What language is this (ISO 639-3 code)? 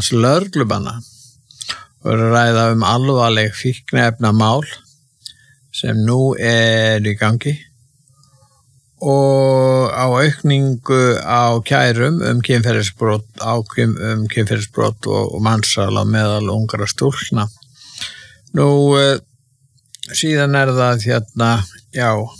isl